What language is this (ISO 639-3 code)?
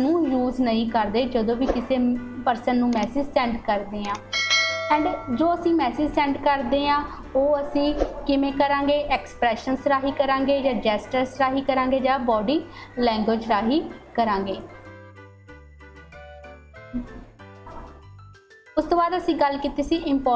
pan